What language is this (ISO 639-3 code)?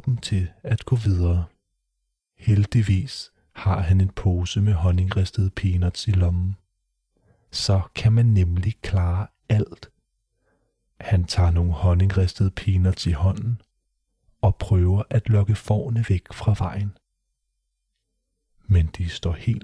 dan